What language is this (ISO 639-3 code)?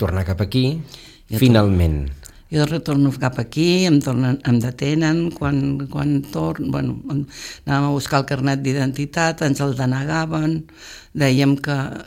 cat